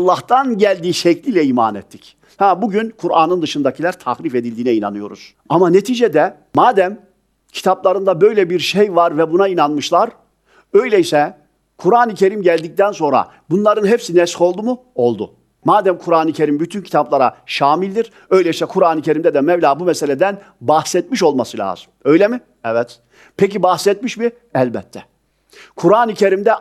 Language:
Turkish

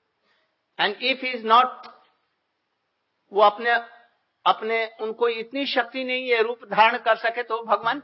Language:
Hindi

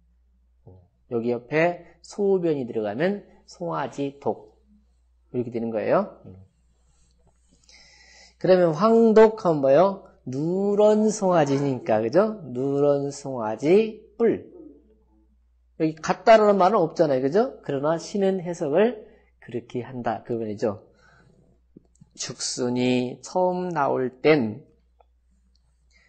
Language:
Korean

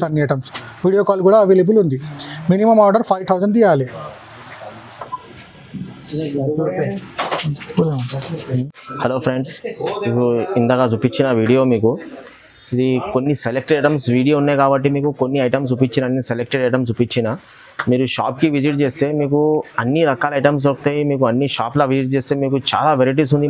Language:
Telugu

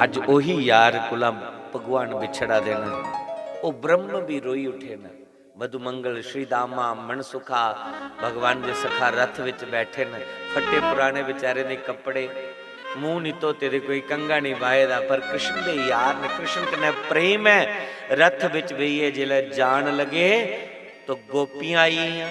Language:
Dogri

